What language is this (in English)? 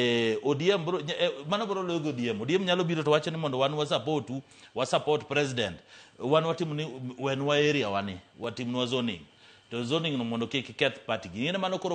Luo (Kenya and Tanzania)